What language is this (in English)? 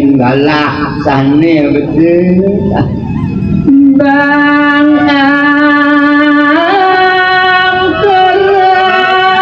Balinese